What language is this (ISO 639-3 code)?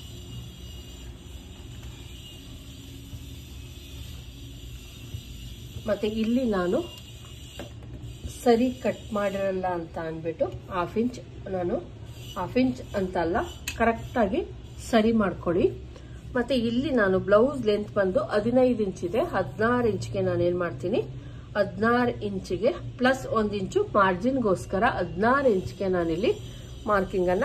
kan